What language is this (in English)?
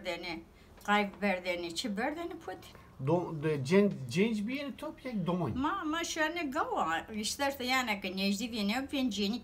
Zaza